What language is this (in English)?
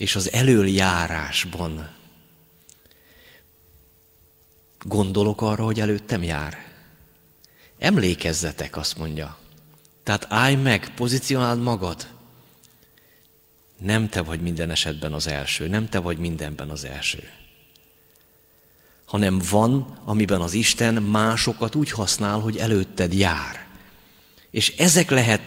Hungarian